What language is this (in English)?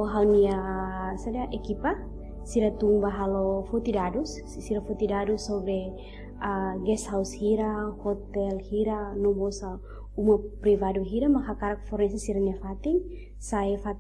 Tetum